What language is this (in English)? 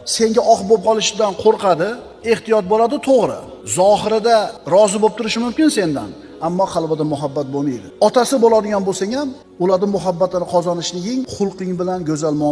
Uzbek